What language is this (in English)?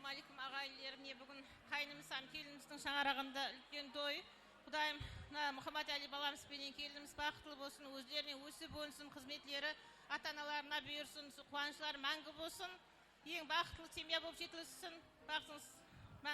Kara-Kalpak